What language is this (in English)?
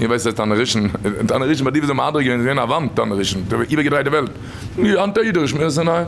Yiddish